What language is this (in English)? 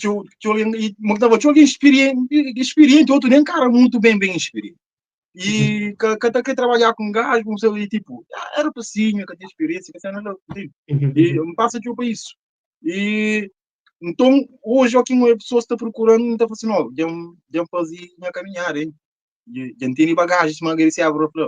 Kabuverdianu